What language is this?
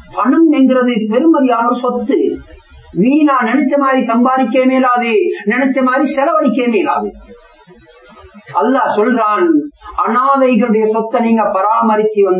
Tamil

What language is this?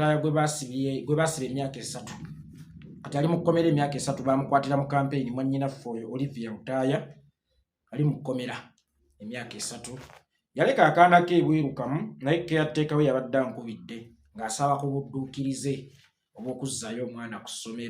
Ganda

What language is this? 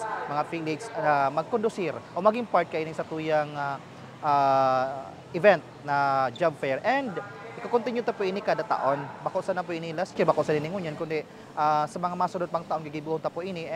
Bikol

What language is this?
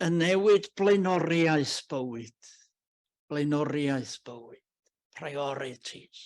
Welsh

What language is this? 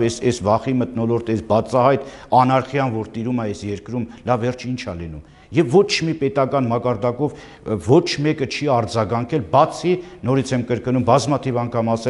Armenian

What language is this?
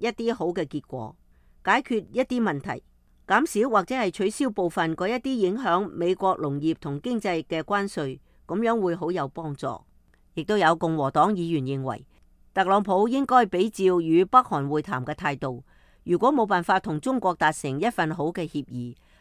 Cantonese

